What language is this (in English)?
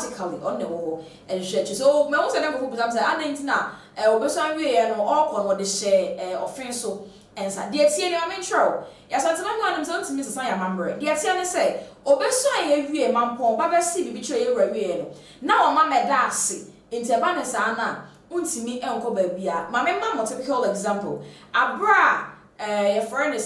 Akan